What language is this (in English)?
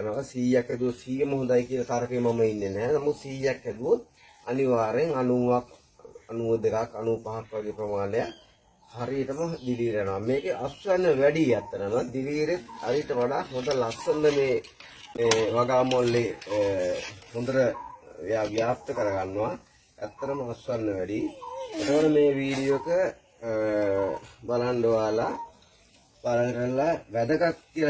Sinhala